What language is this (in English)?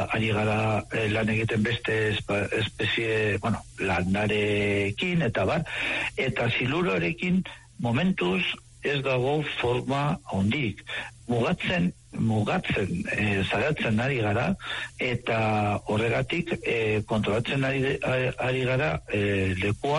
Basque